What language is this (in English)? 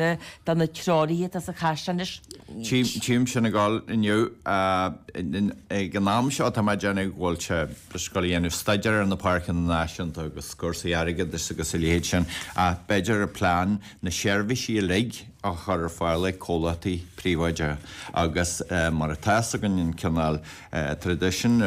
Irish